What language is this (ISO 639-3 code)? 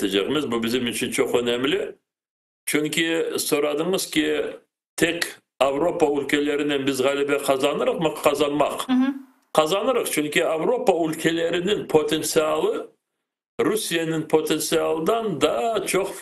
crh